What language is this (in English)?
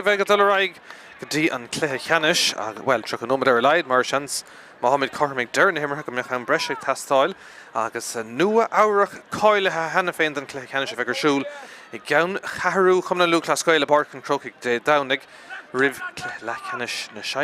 Irish